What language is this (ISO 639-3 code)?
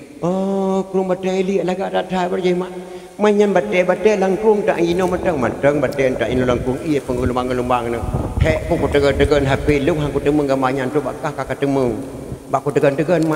ace